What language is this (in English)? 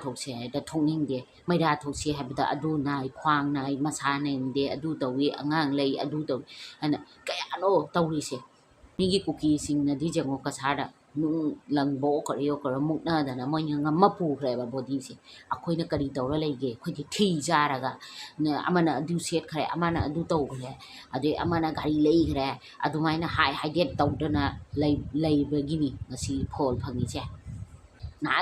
Manipuri